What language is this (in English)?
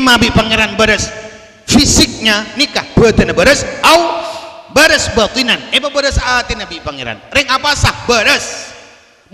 Madurese